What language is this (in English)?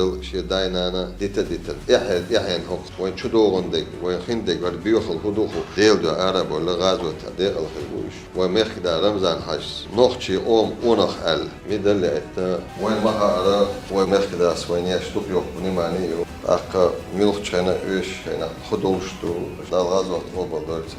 Chechen